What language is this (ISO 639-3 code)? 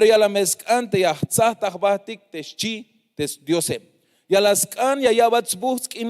tzh